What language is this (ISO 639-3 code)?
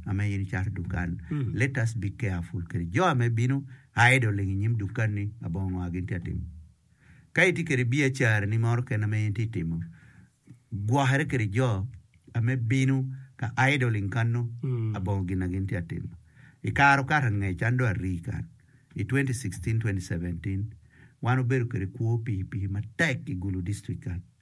ach